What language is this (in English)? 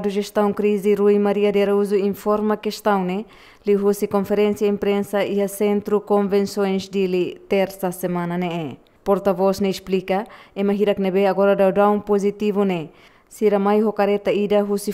Tetum